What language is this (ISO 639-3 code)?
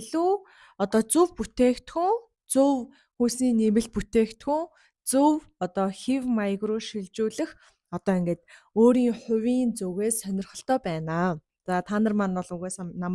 mon